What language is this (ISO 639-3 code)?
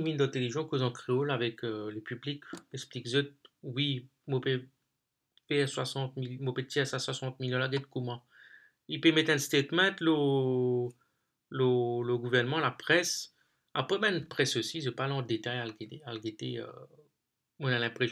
mfe